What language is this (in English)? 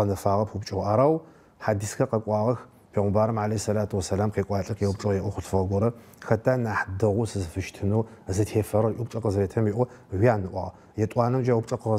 Adyghe